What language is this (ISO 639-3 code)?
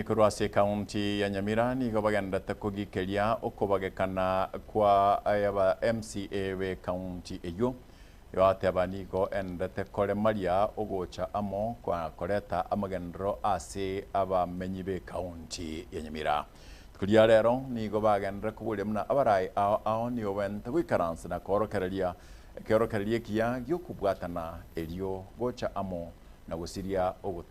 guz